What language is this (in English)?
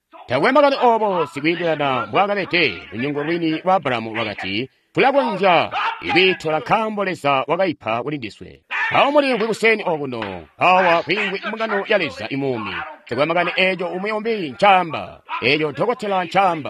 Tonga (Zambia)